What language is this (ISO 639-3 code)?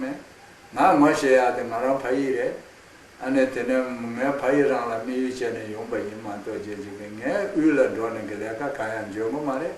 khg